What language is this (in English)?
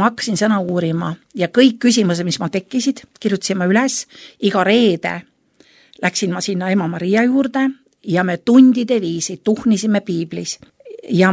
Estonian